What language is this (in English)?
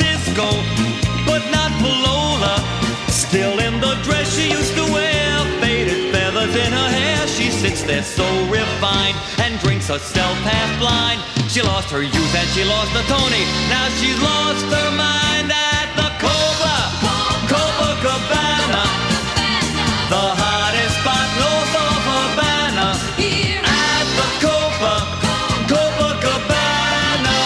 English